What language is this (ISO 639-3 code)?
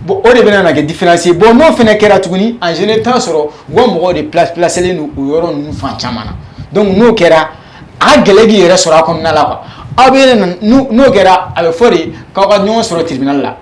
bam